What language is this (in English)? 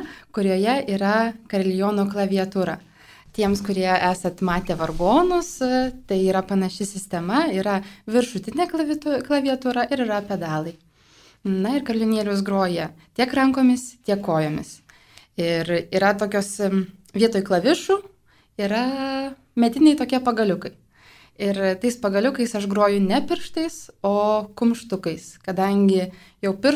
Lithuanian